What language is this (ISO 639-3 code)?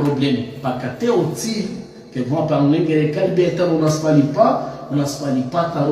rmn